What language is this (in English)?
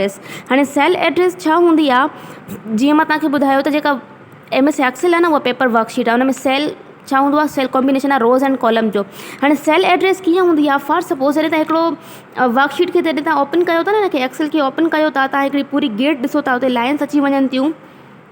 Sindhi